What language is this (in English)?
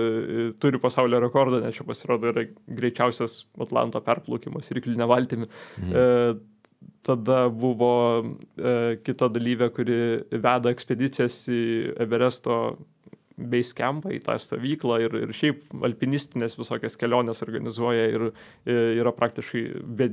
Lithuanian